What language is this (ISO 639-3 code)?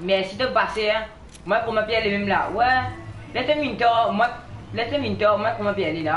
mfe